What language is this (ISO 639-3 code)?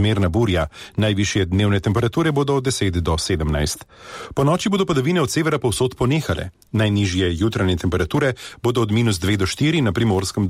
slv